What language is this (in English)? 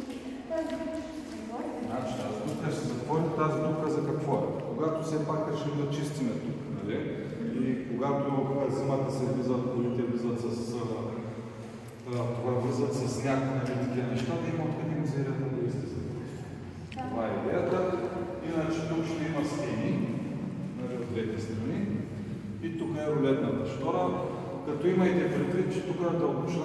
Bulgarian